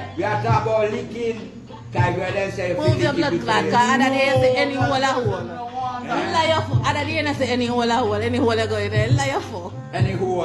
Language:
Jamaican Creole English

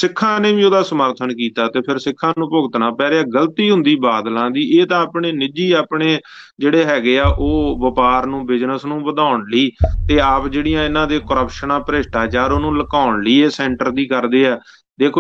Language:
Punjabi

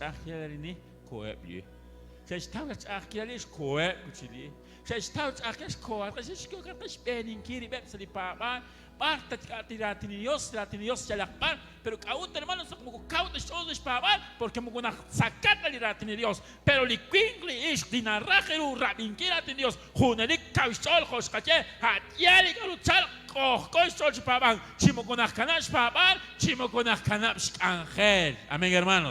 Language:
Kekchí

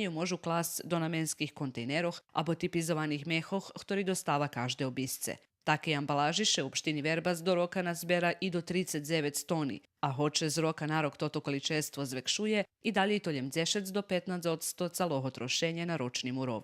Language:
Rusyn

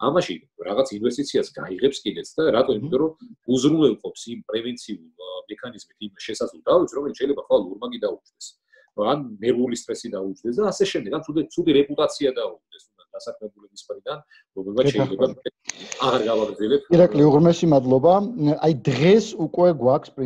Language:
Georgian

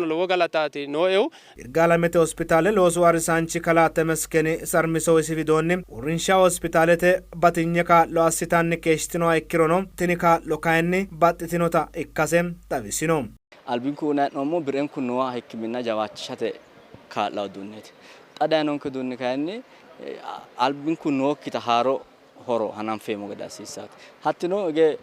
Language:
Sidamo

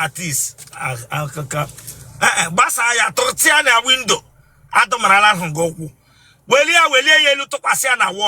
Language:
Igbo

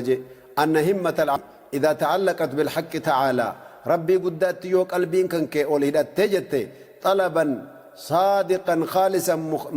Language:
Oromo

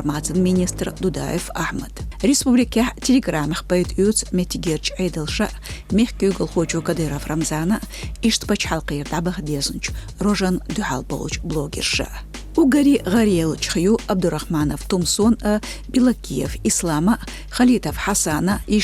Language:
Chechen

